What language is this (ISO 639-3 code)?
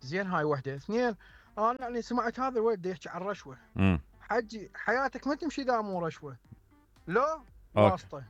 acm